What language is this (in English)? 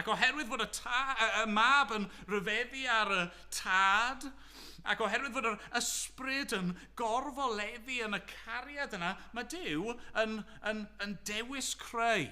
Welsh